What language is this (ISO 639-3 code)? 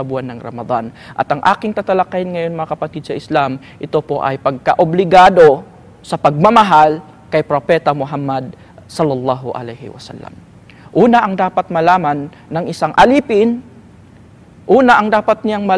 fil